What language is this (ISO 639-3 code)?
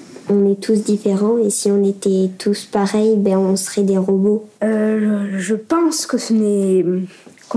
fra